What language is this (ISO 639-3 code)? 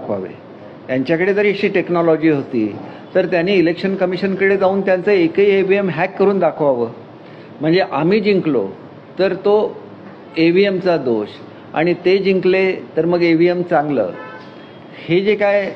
mar